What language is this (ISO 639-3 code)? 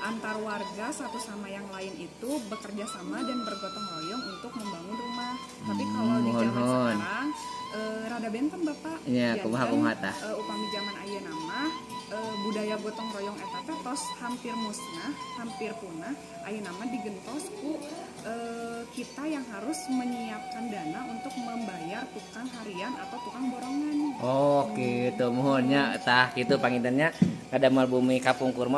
sun